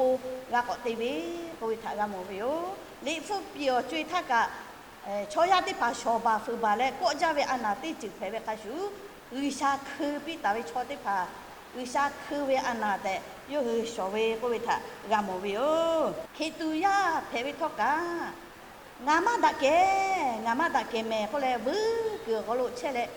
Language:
Lahu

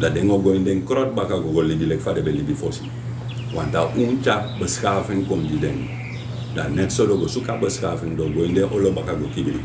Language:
Sranan Tongo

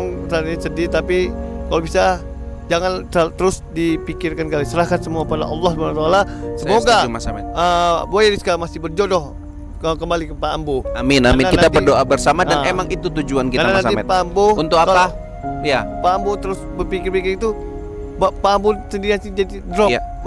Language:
Indonesian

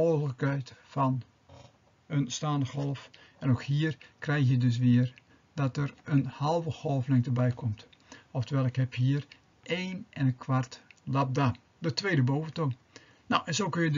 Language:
Dutch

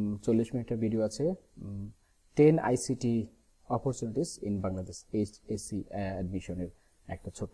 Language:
Bangla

